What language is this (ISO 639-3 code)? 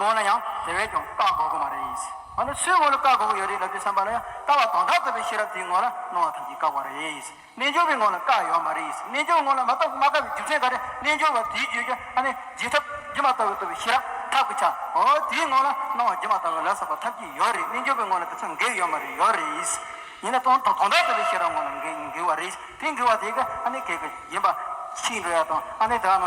bod